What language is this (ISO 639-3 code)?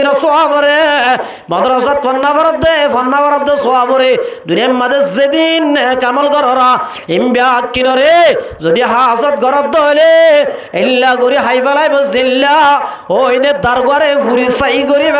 rhg